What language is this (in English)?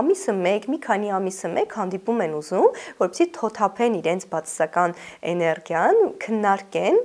Armenian